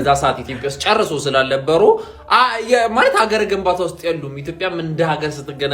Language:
Amharic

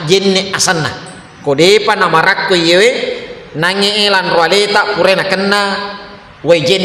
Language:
Buginese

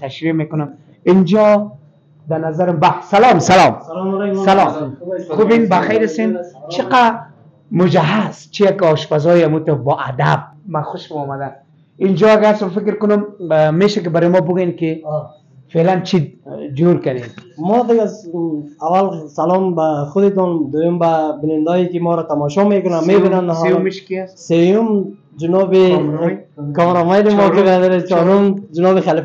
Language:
Persian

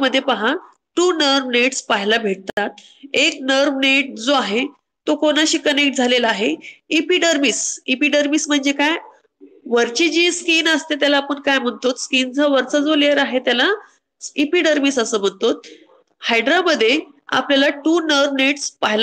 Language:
Marathi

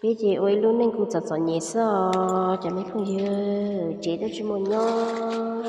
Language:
Hmong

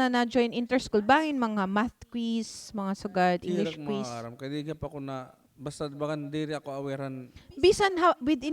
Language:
Waray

